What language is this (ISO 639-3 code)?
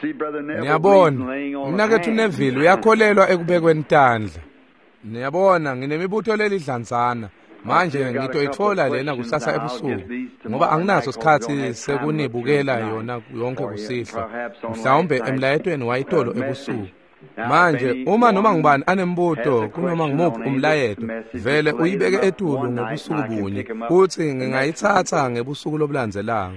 ssw